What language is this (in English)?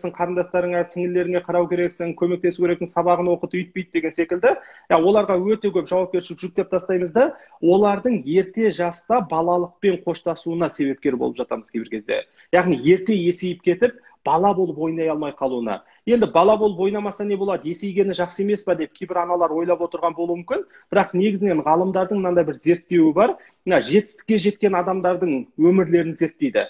Kazakh